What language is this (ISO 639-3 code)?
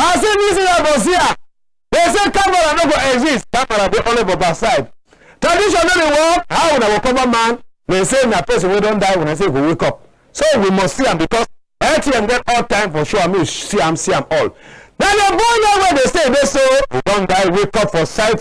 wes